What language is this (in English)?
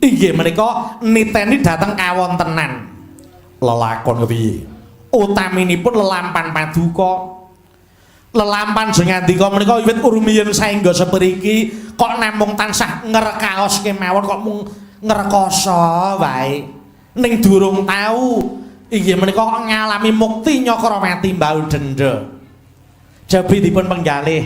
Javanese